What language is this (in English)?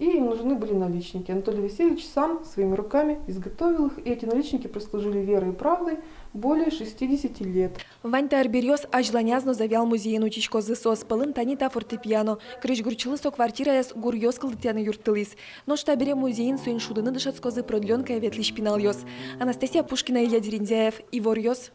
Udmurt